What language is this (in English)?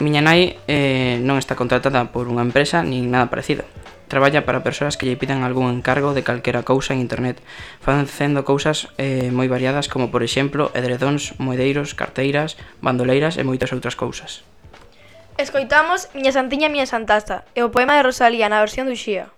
Galician